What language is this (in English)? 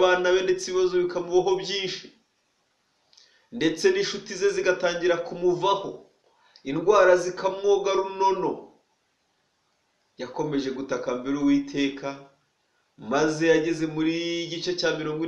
Kinyarwanda